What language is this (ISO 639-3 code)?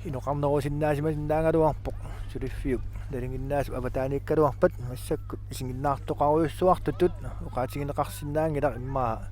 kal